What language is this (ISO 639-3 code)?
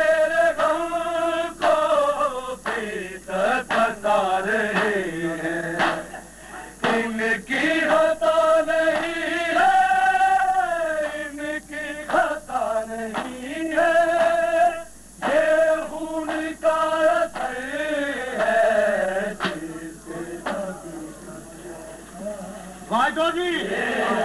urd